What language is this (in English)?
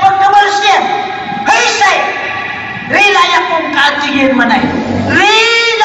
Maranao